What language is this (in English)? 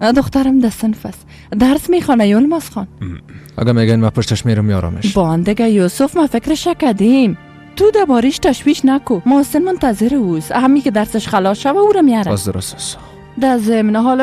Persian